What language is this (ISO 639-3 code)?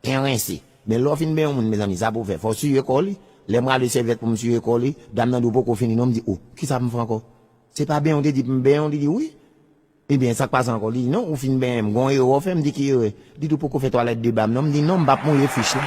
hat